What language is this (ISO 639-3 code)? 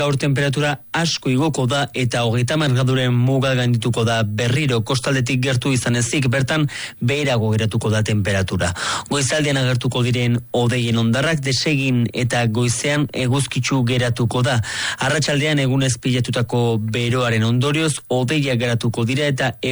eus